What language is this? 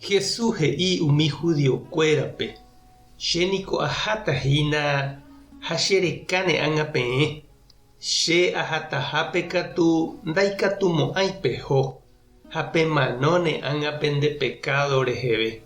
Guarani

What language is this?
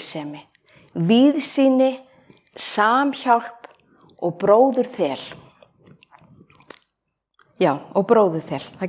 Icelandic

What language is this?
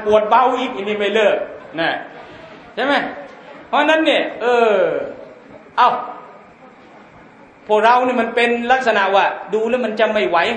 Thai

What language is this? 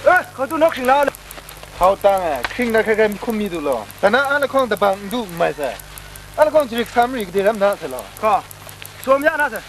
Kachin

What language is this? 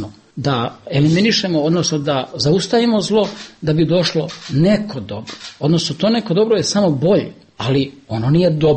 Bosnian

